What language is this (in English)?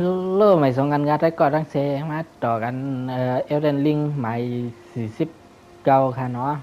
Shan